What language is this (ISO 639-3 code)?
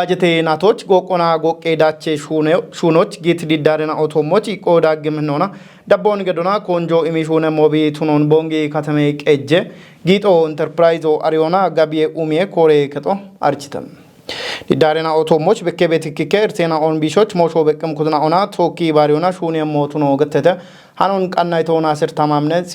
kbr